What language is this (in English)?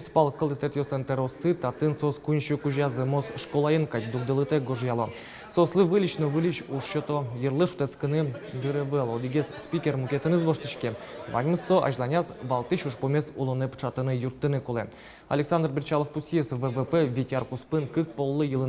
Udmurt